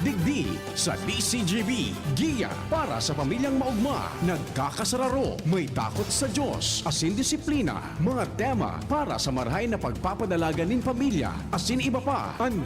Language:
Bikol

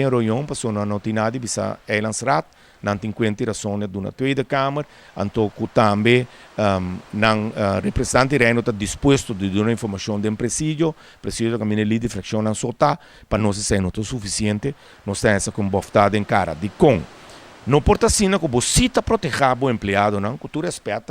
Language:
Papiamento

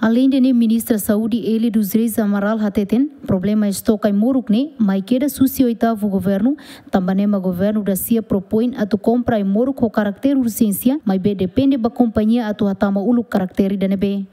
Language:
Tetum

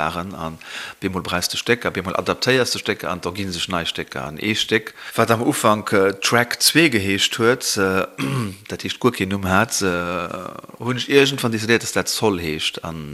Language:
Luxembourgish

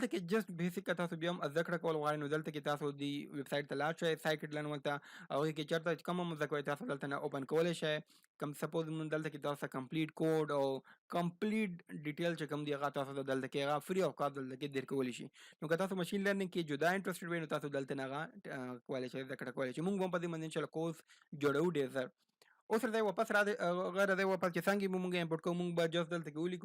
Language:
Pashto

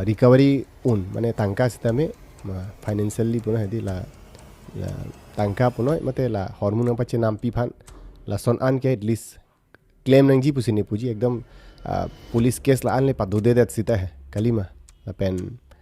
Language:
Karbi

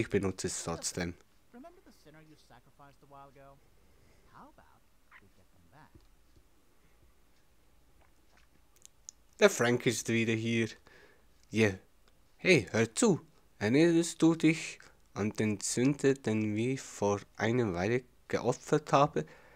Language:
German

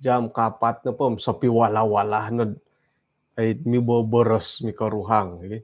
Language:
Central Dusun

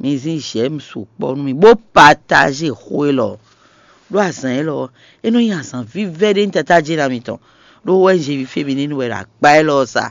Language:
Fon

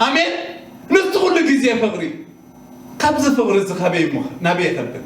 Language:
Tigrinya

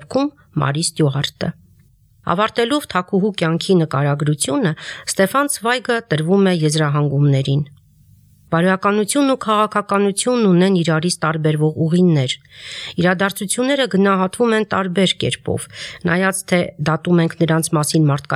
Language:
Armenian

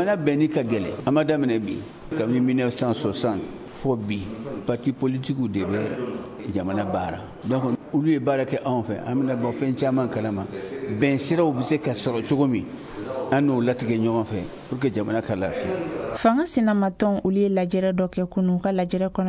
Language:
Bambara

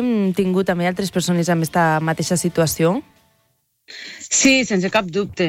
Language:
Catalan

